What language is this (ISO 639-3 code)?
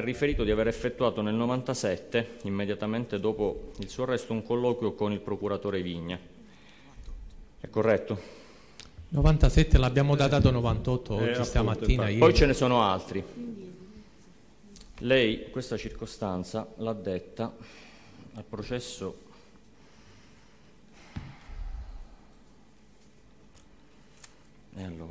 ita